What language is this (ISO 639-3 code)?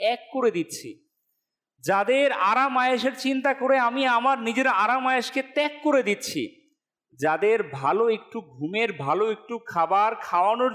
ben